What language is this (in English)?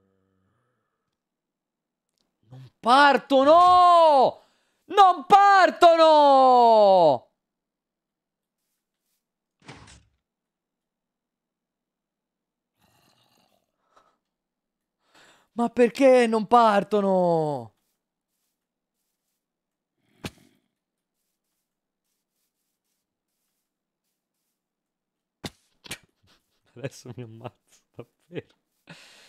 Italian